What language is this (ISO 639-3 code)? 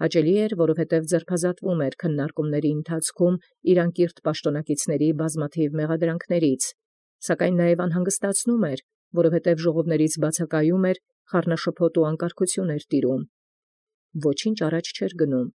hye